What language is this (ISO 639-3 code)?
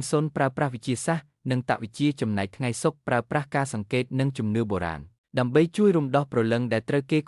khm